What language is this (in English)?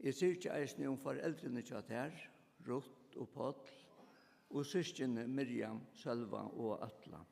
Faroese